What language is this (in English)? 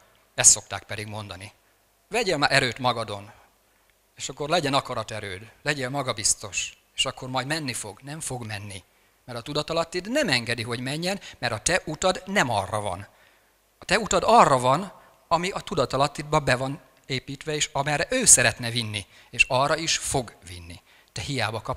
Hungarian